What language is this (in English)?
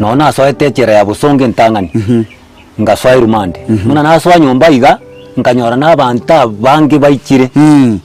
Gusii